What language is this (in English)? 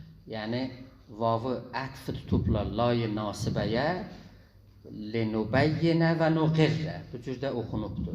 South Azerbaijani